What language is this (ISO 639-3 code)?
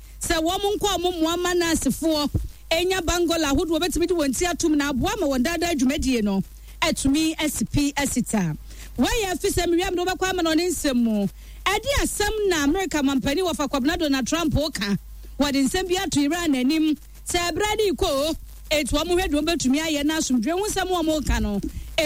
aka